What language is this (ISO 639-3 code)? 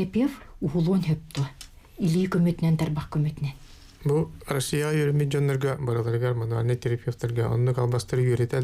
sah